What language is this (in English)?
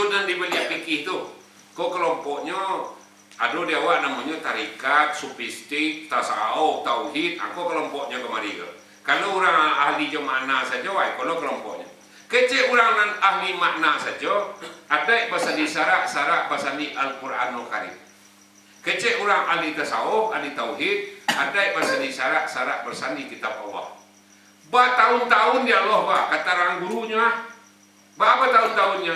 Minangkabau